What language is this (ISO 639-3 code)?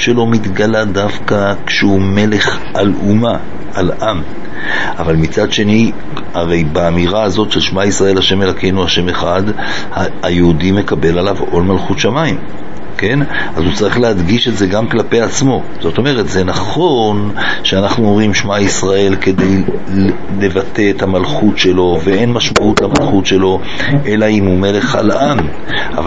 heb